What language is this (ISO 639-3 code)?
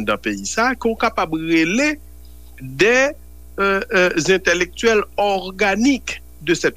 hat